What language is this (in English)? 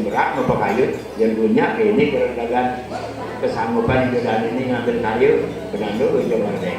Balinese